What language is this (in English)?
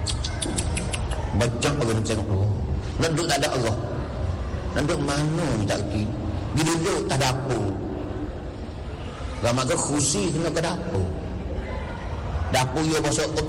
Malay